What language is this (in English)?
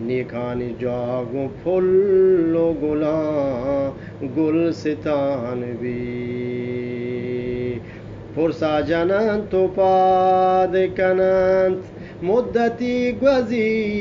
Eastern Balochi